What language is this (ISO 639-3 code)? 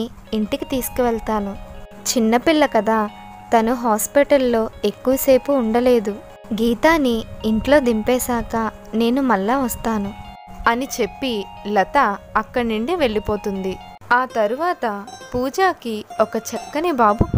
tel